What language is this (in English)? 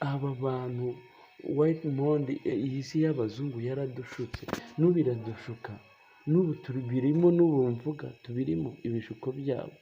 Kinyarwanda